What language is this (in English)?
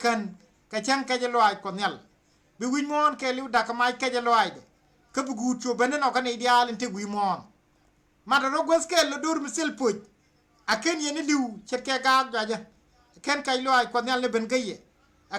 Nuer